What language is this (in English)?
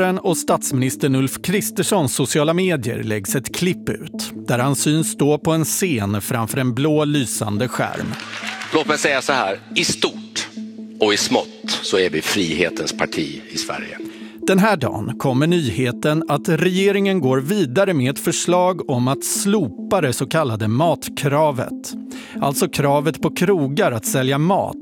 Swedish